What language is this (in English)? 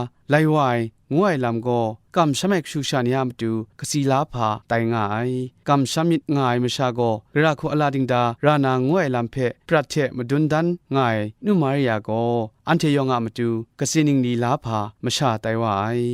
Kachin